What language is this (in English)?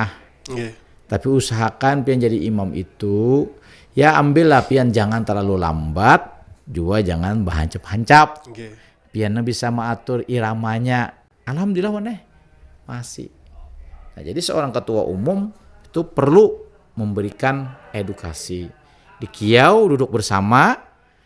Banjar